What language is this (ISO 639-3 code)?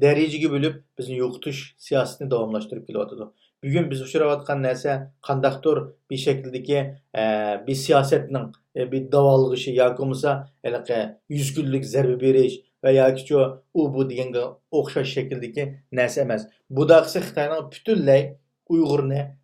uig